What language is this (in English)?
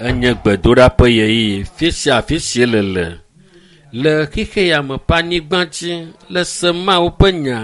Ewe